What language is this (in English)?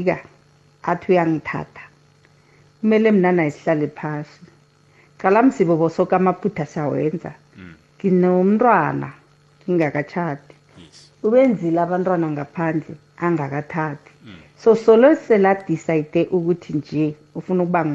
South Ndebele